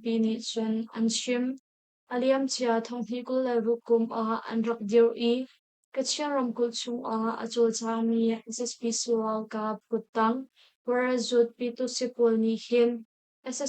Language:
Hakha Chin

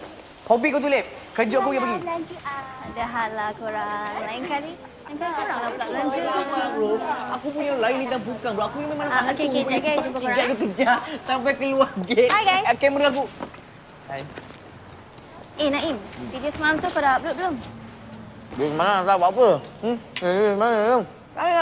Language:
Malay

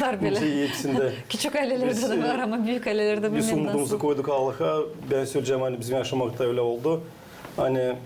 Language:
Gagauz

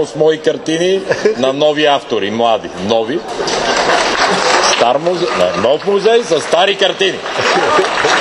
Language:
Bulgarian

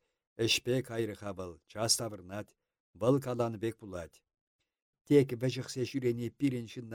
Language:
Chuvash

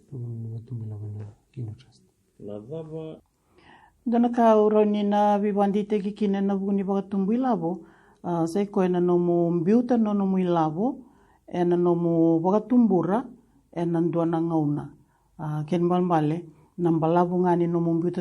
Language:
Fijian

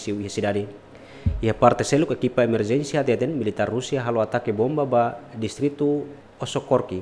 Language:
Tetum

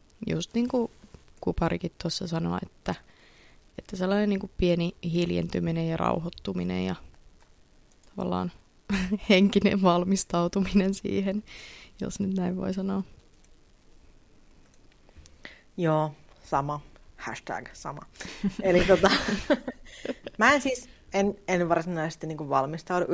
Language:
Finnish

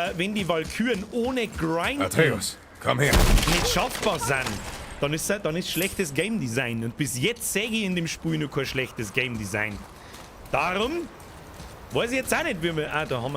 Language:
Bavarian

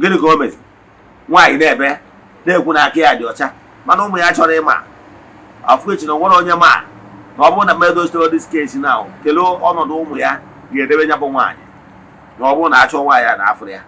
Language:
Igbo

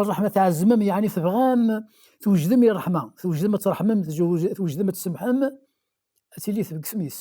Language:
Kabyle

